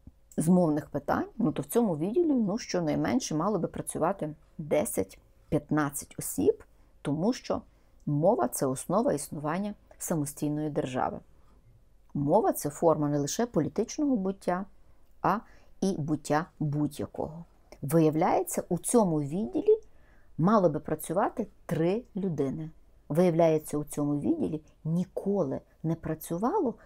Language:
Ukrainian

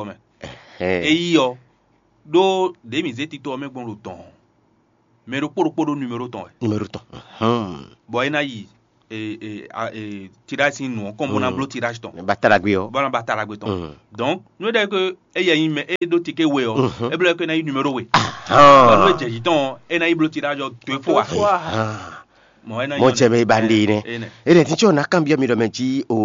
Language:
Fon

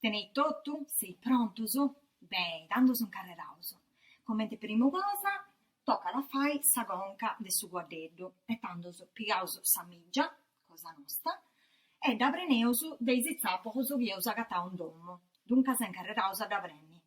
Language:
Sardinian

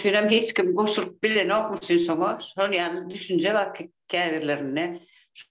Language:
Turkmen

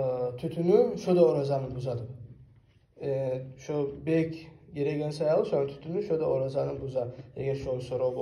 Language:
Kumyk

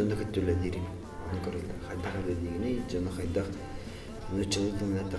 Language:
Yakut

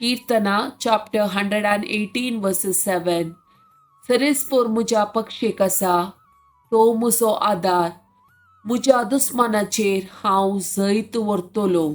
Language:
Konkani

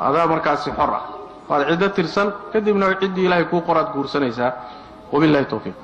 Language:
Somali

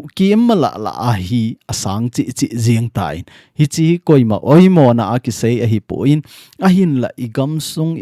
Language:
Thado Chin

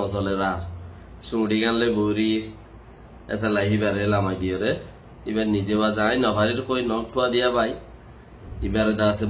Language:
Rohingya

